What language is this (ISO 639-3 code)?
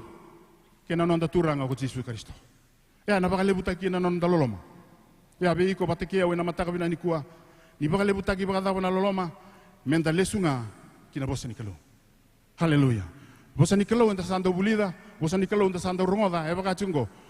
fij